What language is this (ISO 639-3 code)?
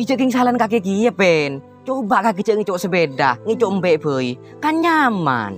mad